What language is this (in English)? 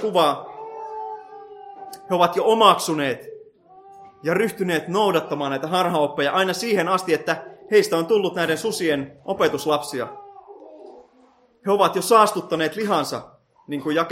Finnish